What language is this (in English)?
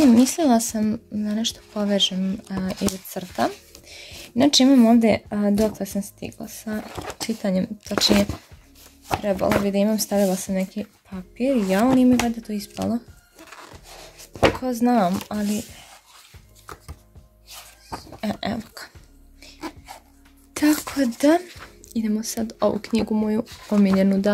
Croatian